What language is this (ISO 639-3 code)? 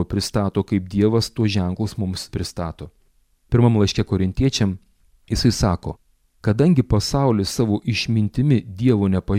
lit